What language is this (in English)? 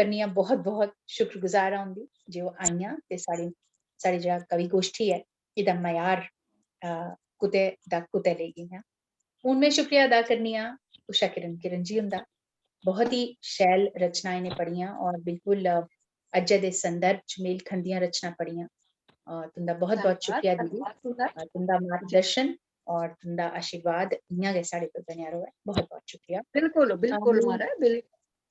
Dogri